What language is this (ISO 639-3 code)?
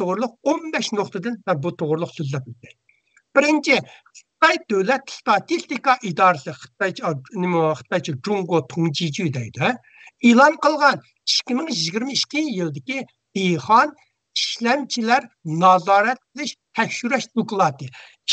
uig